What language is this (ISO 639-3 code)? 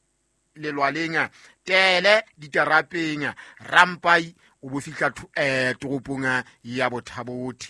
sot